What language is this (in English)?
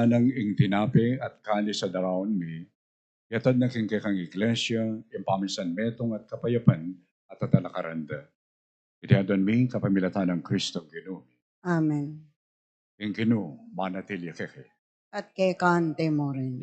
Pampanga